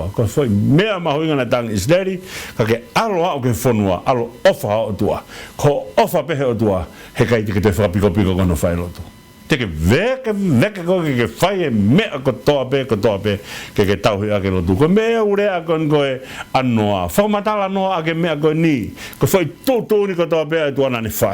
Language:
Tongan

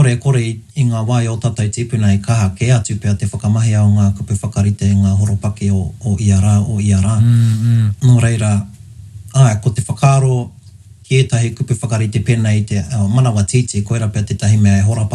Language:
Māori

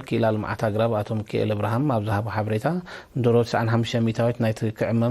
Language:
Tigrinya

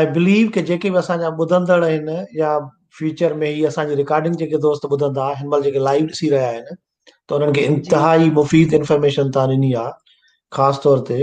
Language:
Sindhi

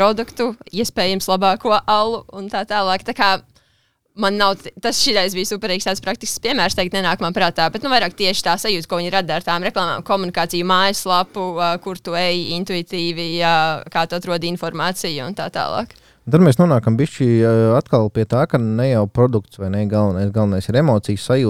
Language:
Latvian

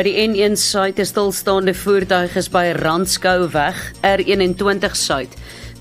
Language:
Afrikaans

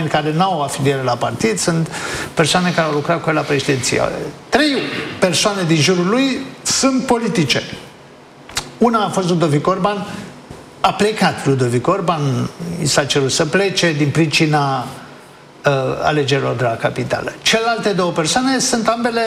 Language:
Romanian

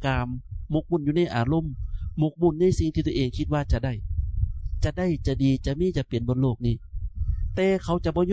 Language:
Northeastern Thai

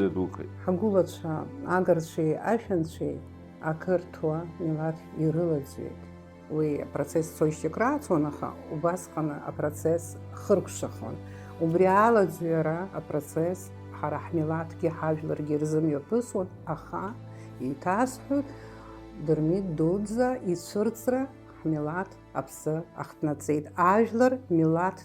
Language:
Abkhazian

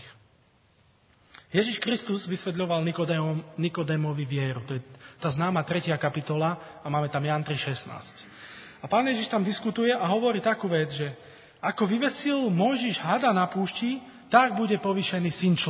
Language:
Slovak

